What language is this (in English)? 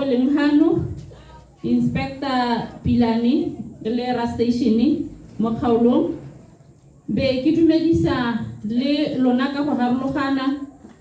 Tswana